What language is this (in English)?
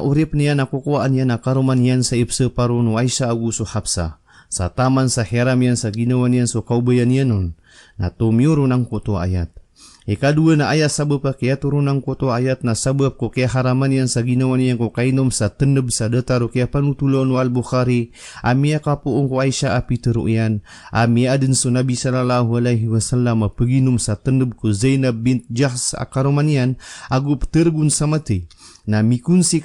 Maranao